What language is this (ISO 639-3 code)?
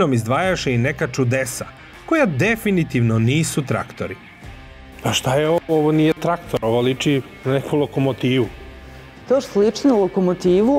srp